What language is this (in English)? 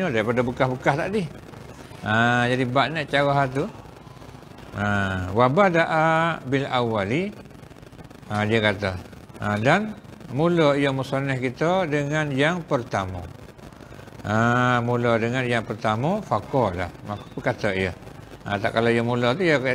Malay